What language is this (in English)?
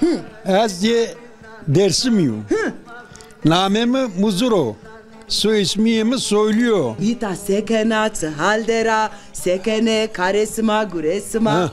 Zaza